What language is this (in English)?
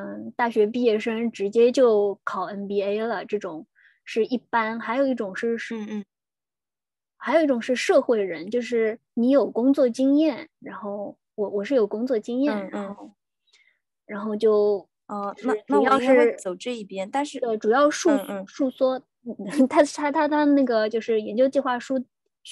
Chinese